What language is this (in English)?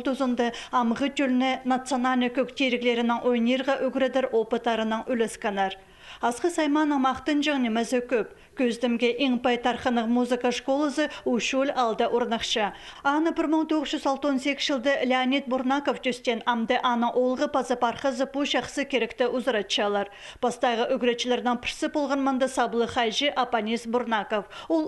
Khakas